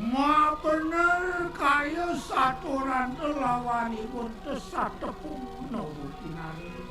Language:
Balinese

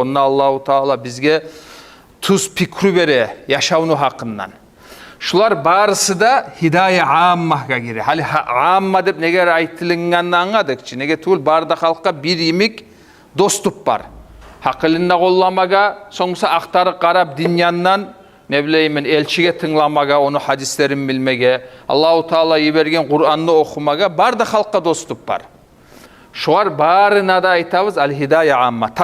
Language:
Kumyk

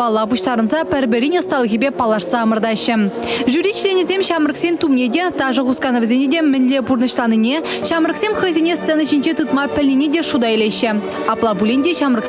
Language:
Chuvash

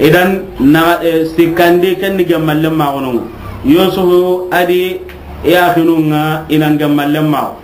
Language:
Soninke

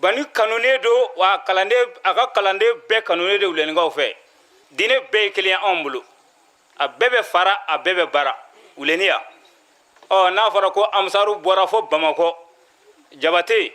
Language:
Bambara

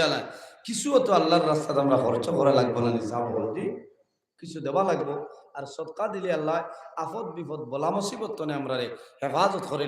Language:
Sylheti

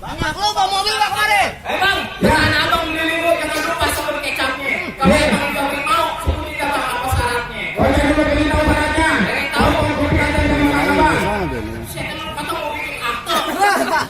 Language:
Betawi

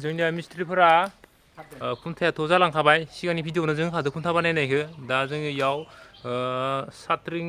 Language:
Bodo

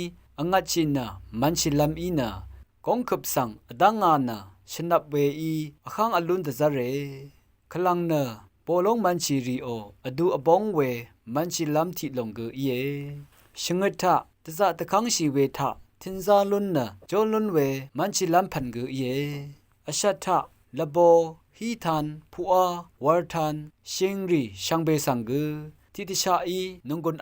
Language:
Rawang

